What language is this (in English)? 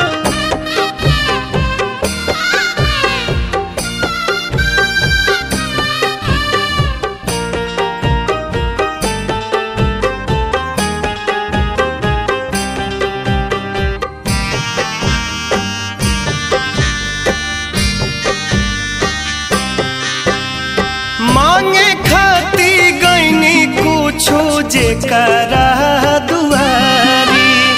Bhojpuri